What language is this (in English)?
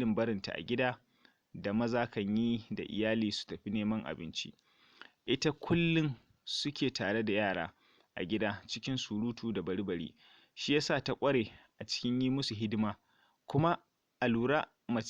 Hausa